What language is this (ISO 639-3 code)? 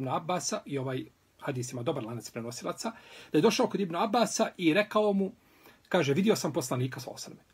bos